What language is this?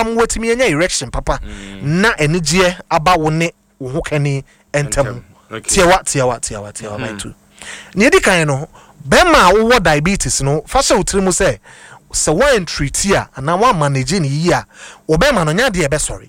Akan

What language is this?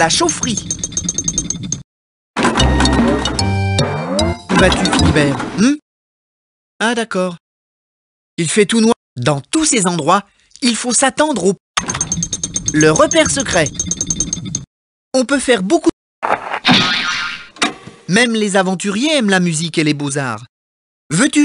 French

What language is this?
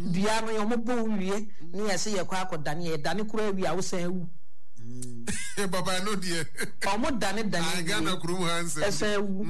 Akan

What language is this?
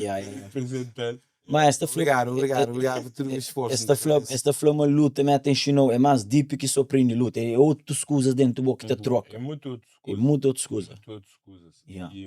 Kabuverdianu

